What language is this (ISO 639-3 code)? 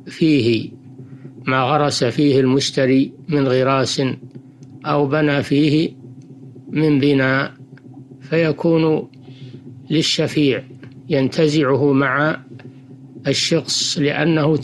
ara